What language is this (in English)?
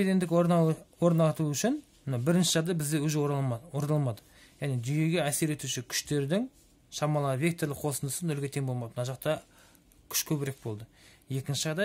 Kazakh